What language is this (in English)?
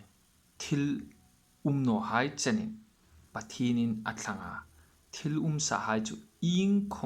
Hmar